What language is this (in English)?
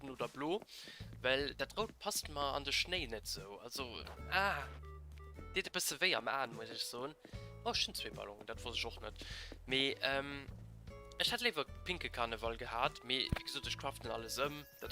Luxembourgish